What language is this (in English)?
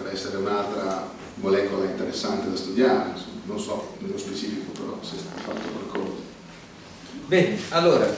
Italian